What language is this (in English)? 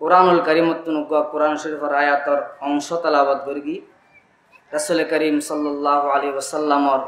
Rohingya